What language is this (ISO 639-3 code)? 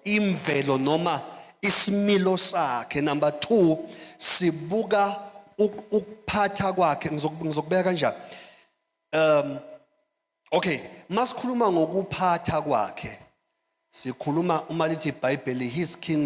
zul